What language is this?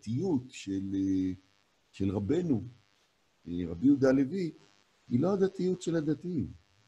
Hebrew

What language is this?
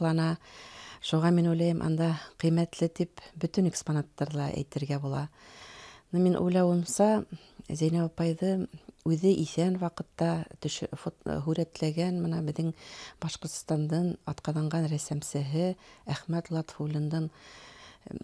Bashkir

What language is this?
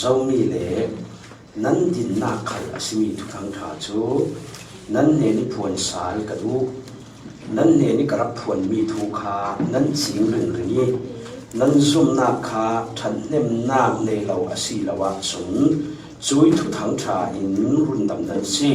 Falam Chin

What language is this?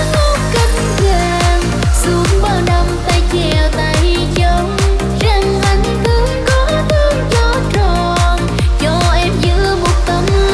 Vietnamese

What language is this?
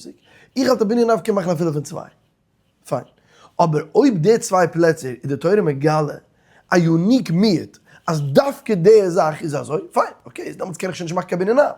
Yiddish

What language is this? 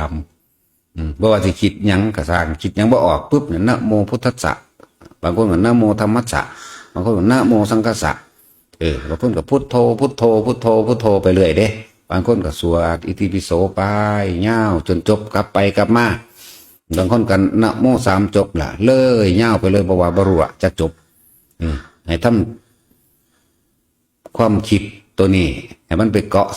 Northeastern Thai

